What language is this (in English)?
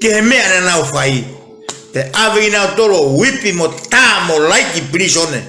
Tongan